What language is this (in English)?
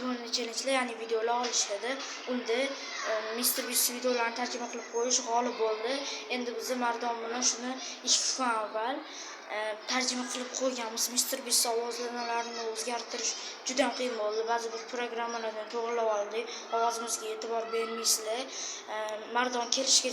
Uzbek